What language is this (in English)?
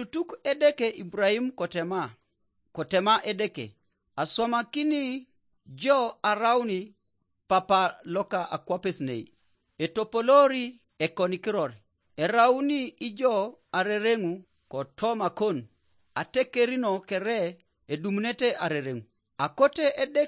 Teso